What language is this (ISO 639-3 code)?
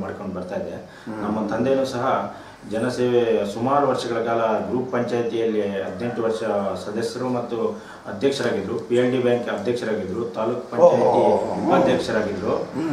kan